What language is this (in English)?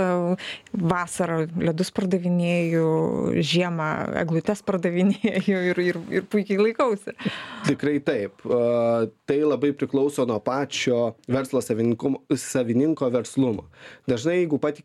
Lithuanian